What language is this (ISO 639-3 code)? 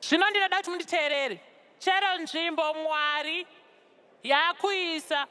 sna